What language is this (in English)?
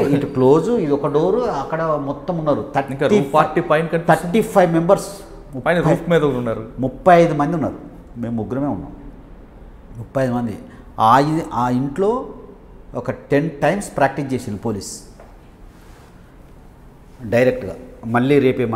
Telugu